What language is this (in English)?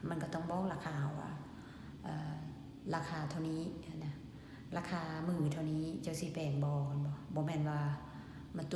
Lao